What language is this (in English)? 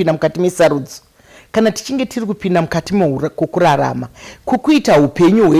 Shona